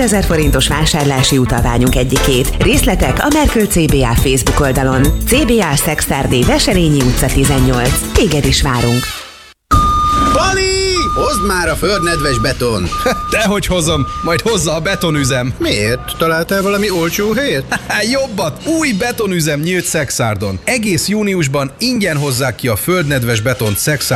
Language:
Hungarian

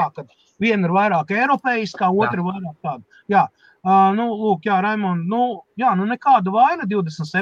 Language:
Latvian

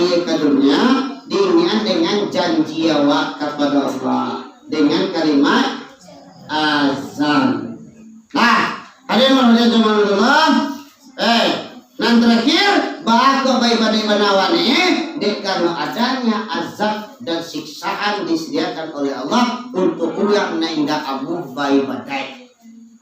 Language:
Minangkabau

